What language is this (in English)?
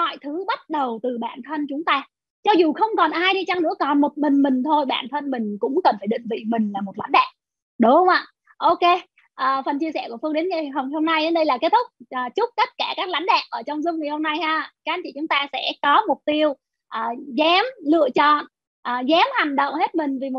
Vietnamese